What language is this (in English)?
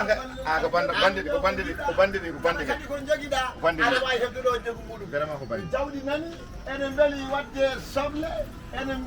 Fula